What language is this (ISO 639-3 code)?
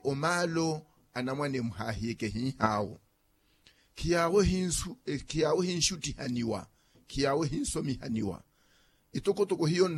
vmw